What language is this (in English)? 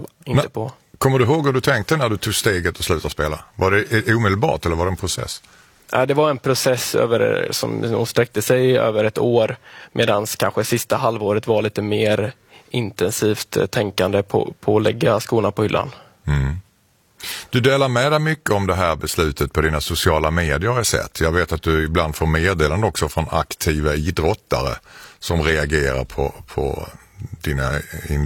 Swedish